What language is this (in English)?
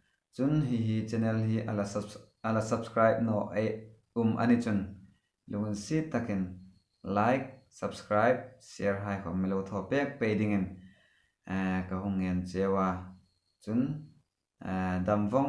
Hmar